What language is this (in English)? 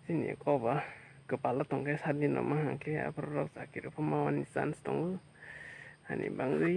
Kok Borok